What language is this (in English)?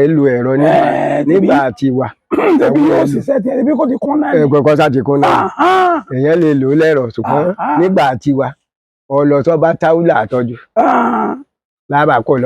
Yoruba